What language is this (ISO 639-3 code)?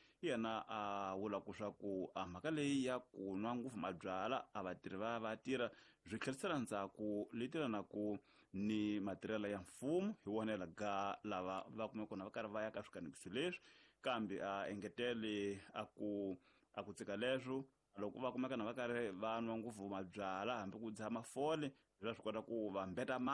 tso